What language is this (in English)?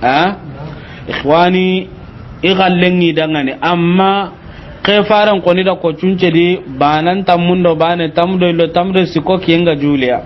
Soninke